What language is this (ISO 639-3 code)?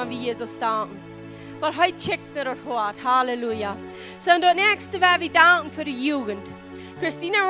pdt